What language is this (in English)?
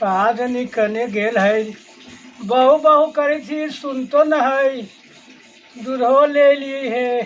Magahi